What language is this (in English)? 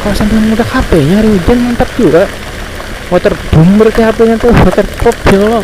Banjar